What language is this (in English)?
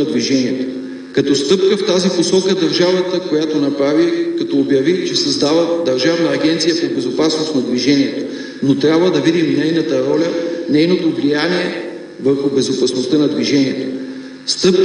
Bulgarian